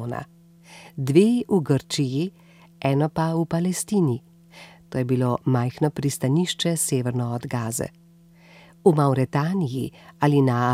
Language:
Slovenian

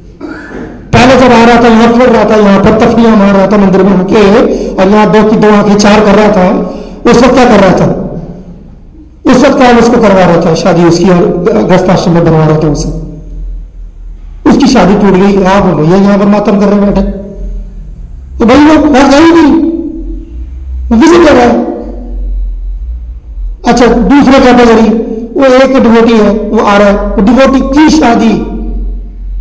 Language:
Hindi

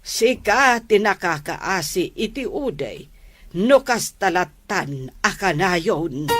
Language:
Iloko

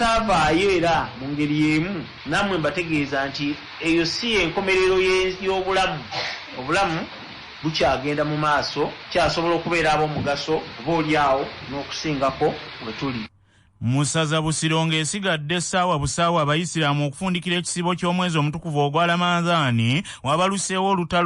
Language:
Ganda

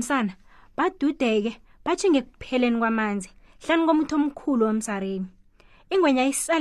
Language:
South Ndebele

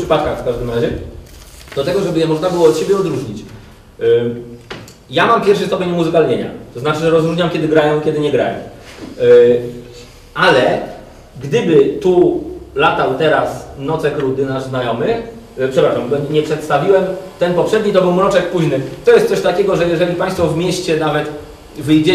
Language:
Polish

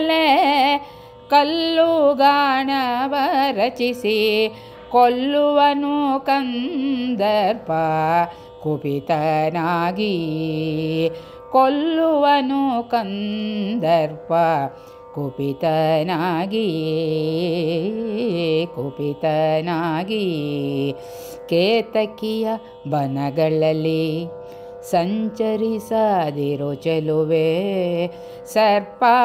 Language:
Kannada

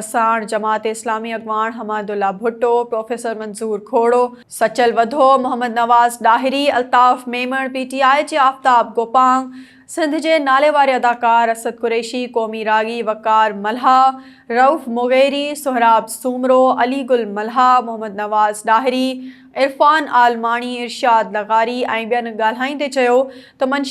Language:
Sindhi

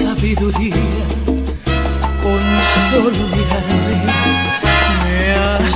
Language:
Spanish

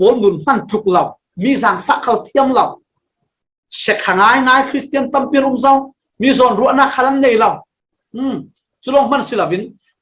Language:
Falam Chin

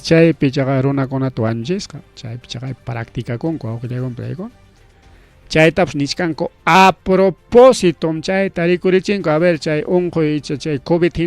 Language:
Ayacucho Quechua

